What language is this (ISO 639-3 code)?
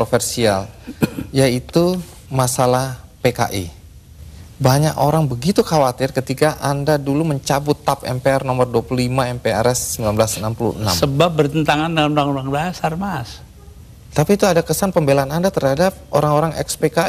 ind